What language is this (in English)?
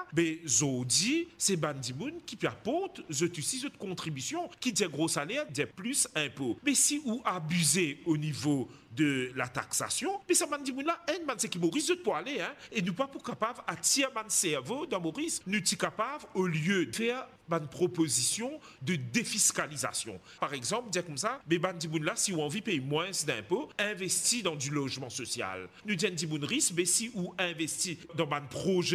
Morisyen